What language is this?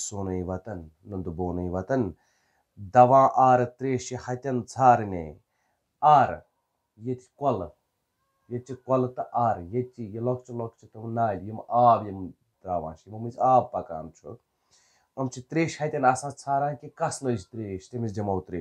Kashmiri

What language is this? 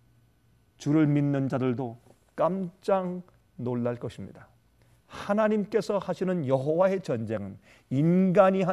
Korean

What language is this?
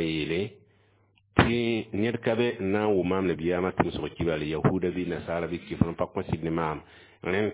Mossi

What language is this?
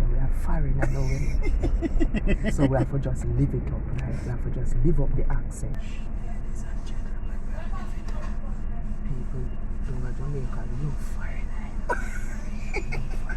Jamaican Creole English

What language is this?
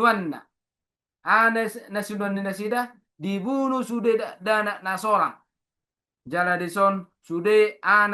Batak Toba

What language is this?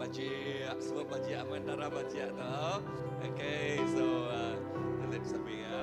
Iban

